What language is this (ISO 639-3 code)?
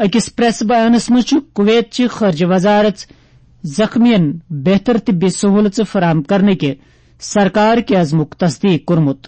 kas